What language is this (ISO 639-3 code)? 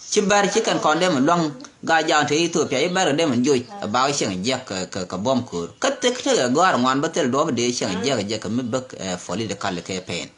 nus